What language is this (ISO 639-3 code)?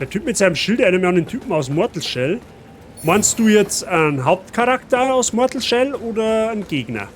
bar